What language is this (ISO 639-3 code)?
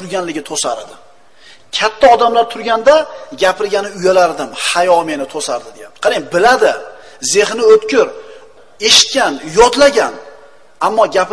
uzb